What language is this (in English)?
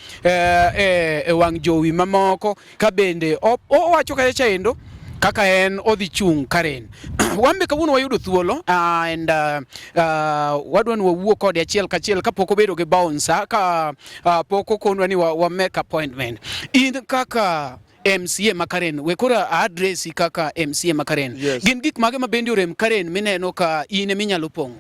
Luo (Kenya and Tanzania)